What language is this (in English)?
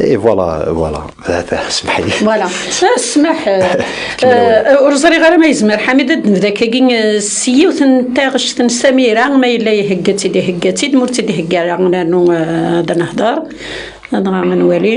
Kabyle